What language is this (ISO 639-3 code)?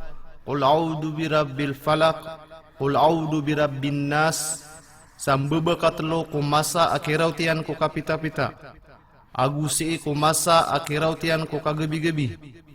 mrw